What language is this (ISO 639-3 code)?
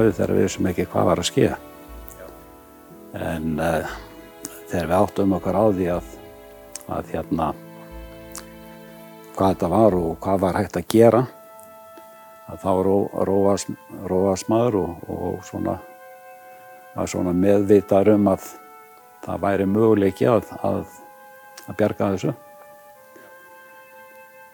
isl